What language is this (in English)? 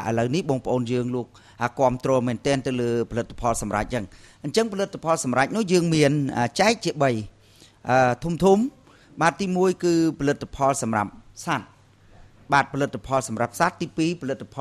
Khmer